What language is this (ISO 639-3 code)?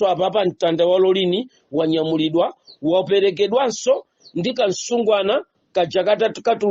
nya